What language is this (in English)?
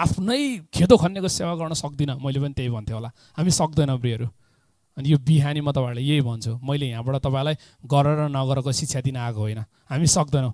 Nepali